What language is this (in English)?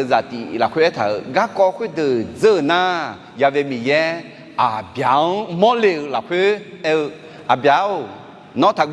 Akha